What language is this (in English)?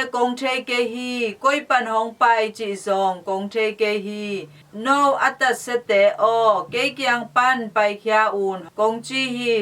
Tedim Chin